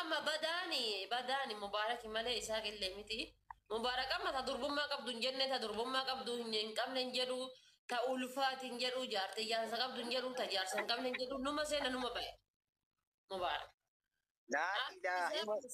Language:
Oromo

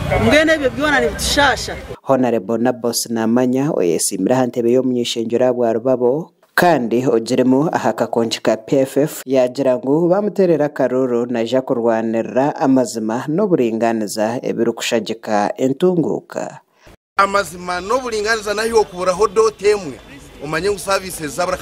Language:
Nyankole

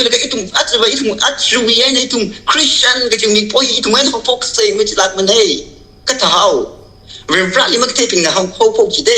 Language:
Tangkhul Naga (India)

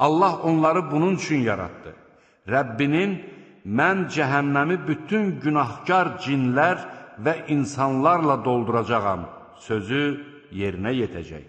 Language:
Azerbaijani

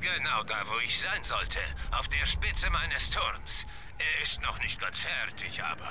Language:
Swiss German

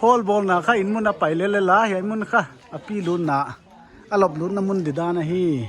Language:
Paite Chin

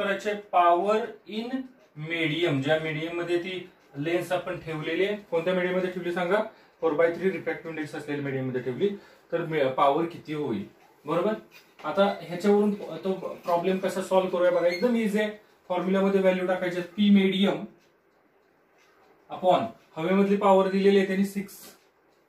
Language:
Marathi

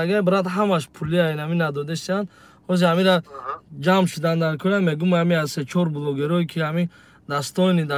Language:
Tajik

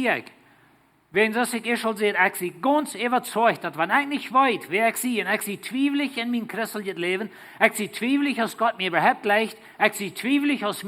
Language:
Plautdietsch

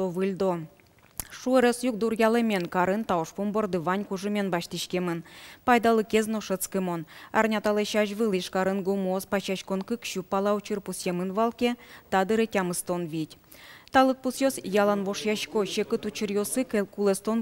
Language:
Udmurt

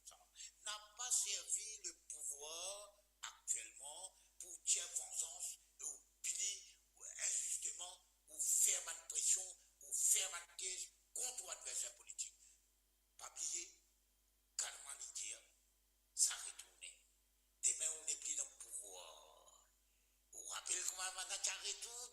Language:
Morisyen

